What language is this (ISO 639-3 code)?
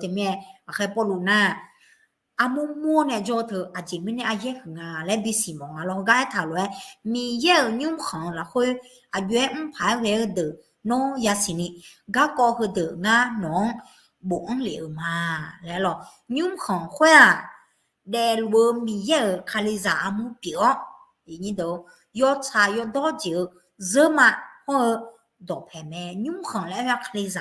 ahk